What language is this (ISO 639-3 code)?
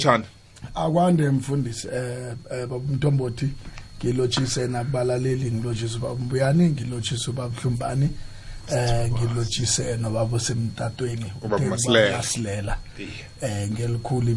nbl